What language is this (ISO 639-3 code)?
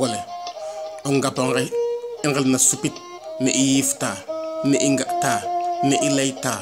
srr